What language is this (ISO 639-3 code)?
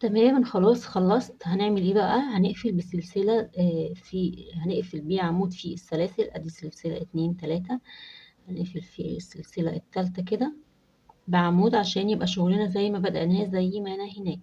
arz